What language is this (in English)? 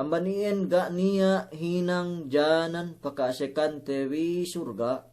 Yakan